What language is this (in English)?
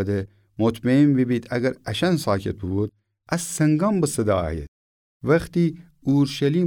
Gilaki